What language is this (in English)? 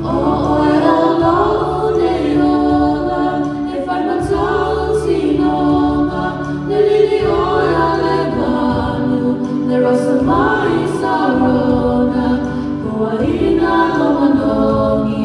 Samoan